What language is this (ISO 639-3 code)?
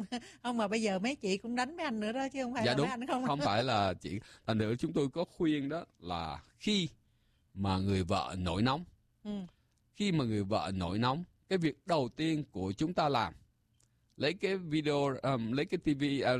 vie